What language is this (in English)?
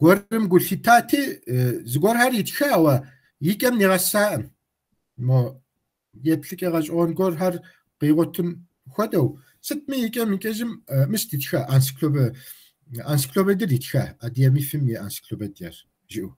Kabardian